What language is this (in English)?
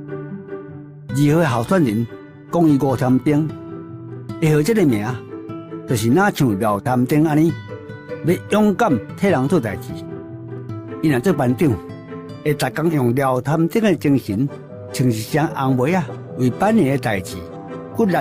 Min Nan Chinese